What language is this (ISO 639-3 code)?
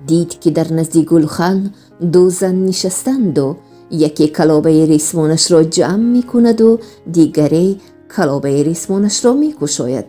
tgk